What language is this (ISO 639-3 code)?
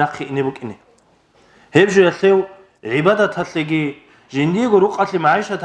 ava